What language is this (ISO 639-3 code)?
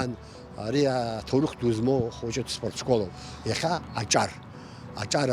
abk